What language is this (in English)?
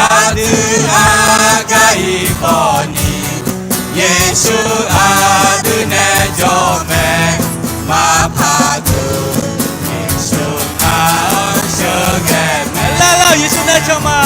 Akha